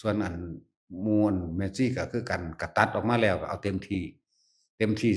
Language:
Northeastern Thai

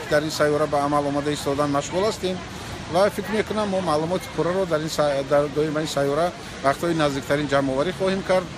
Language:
Tajik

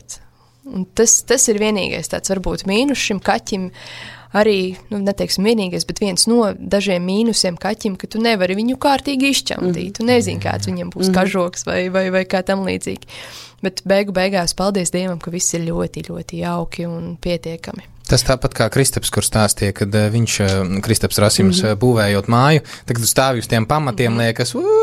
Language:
Latvian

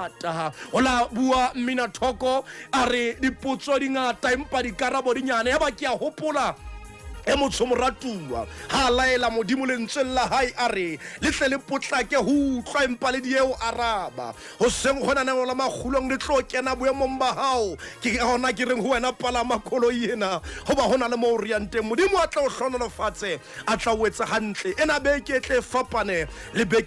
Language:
Southern Sotho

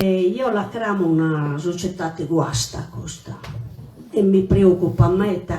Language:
Sardinian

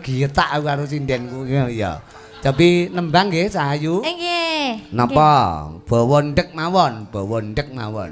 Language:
Javanese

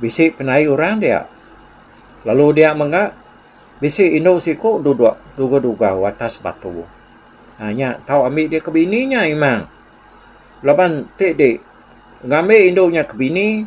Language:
Iban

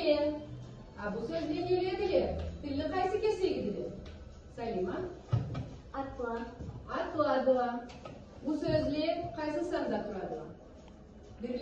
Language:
Karachay-Balkar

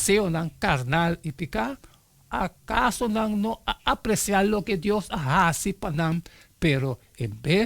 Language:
Papiamento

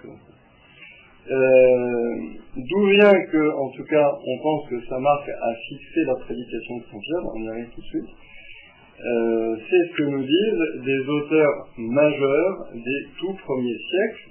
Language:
French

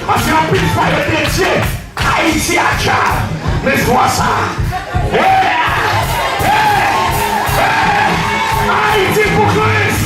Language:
Haitian Creole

